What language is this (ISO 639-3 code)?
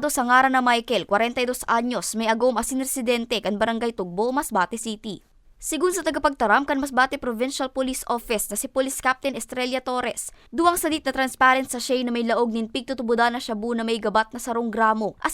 bik